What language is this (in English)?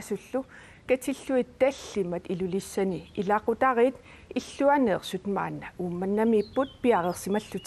Kalaallisut